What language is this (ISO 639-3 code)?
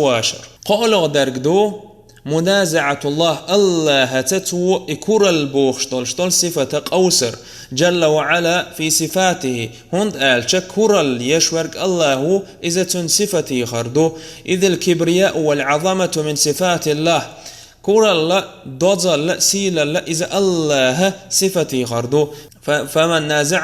che